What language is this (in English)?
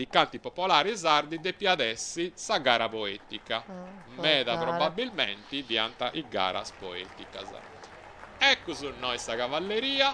Sardinian